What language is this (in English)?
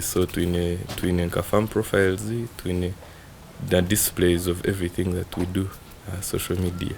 Nyankole